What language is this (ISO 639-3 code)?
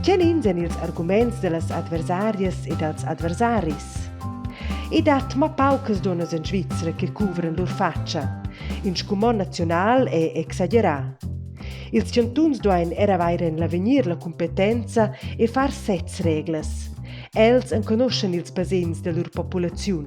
roh